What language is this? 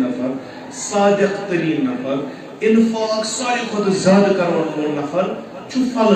Kashmiri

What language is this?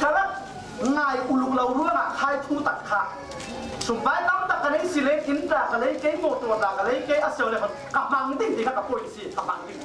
Falam Chin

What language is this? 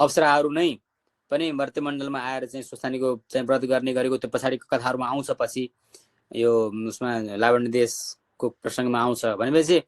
Nepali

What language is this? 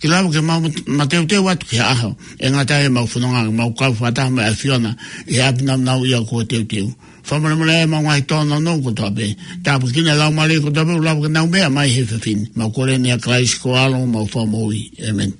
Tongan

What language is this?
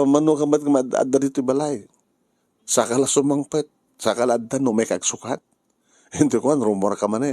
Iloko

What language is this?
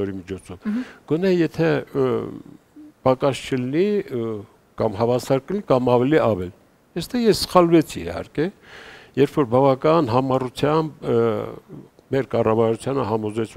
Armenian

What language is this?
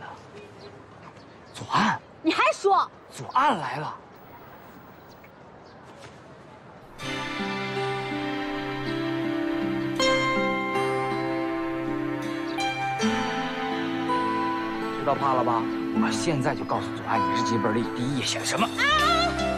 Chinese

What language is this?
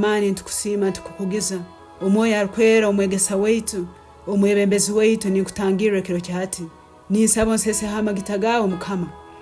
Tooro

